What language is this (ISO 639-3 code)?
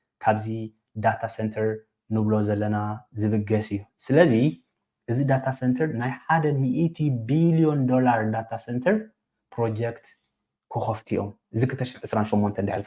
tir